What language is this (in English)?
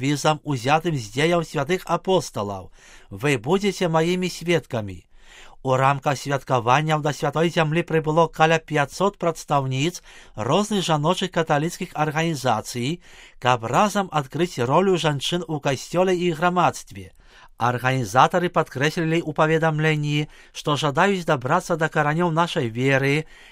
Belarusian